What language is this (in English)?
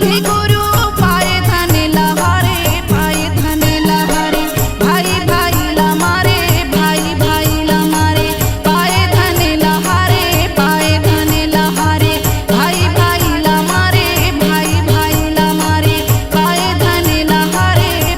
Chhattisgarhi